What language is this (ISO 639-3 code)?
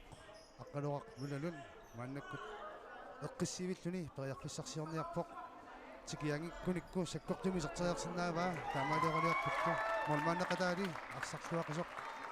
kal